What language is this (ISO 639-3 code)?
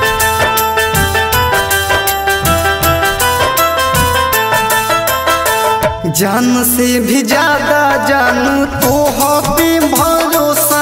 bho